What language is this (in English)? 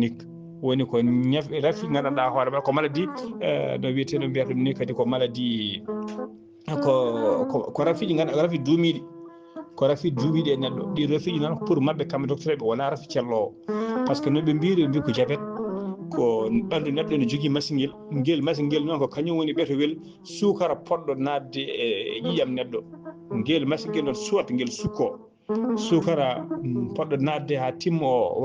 Fula